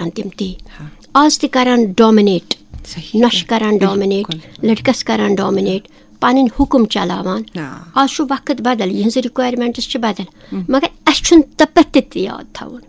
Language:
Kashmiri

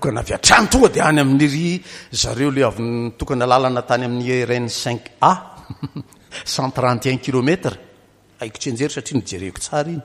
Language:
Malagasy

